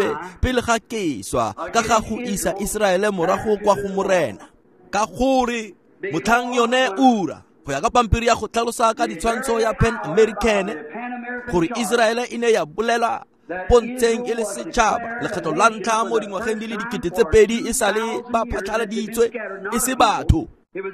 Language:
Tswana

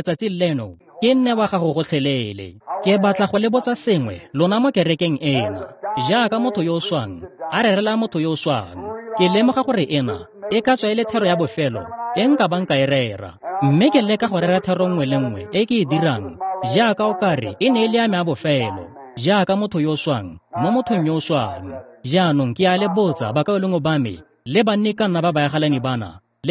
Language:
Tswana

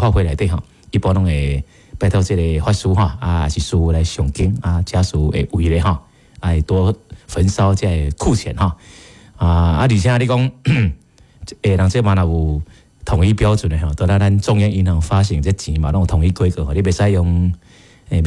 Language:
Min Nan Chinese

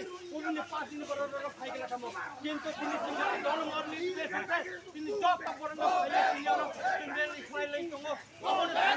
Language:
Kok Borok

